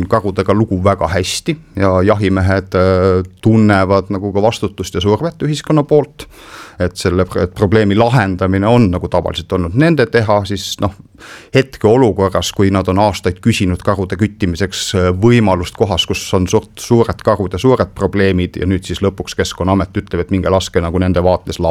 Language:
Estonian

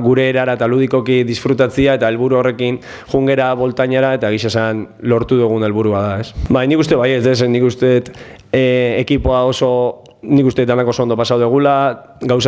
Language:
Basque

